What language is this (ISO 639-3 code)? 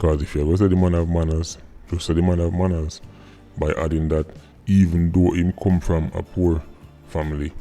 jam